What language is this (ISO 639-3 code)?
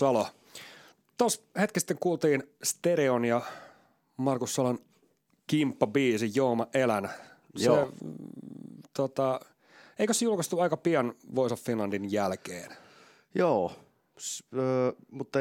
fin